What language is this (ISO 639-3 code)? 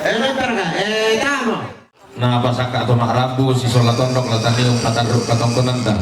sda